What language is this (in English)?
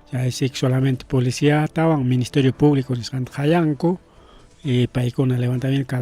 Ayacucho Quechua